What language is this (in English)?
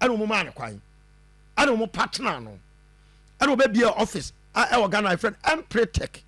Akan